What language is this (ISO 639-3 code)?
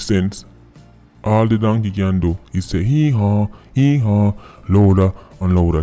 jam